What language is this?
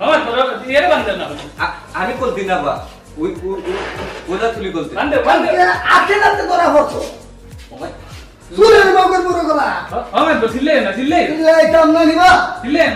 Sylheti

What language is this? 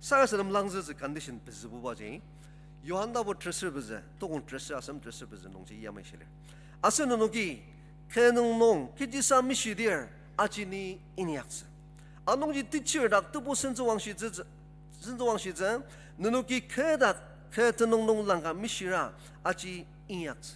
Ao Naga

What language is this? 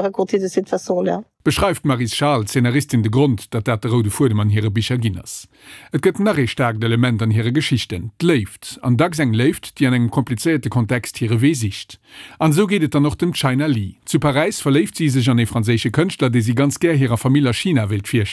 Luxembourgish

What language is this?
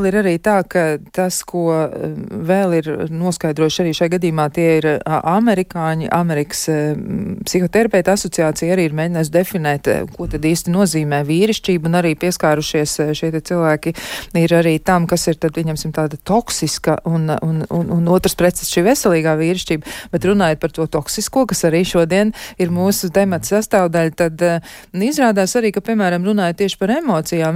Latvian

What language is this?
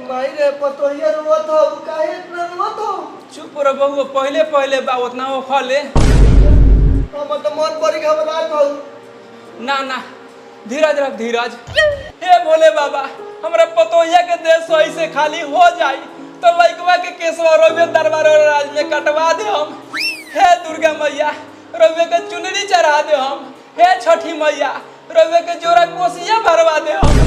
Magahi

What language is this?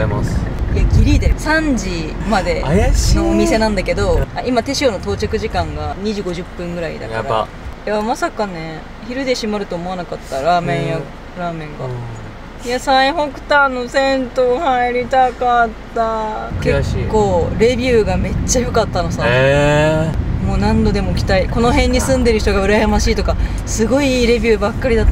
Japanese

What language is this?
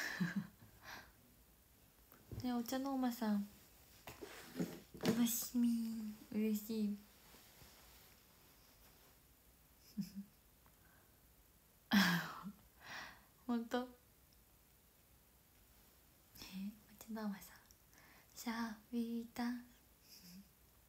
Japanese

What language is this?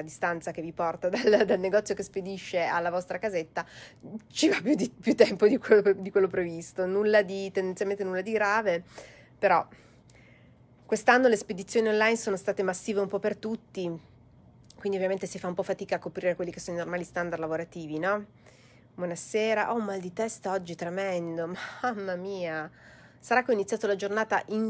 Italian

